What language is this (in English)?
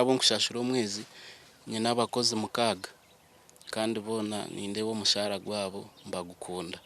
Nyankole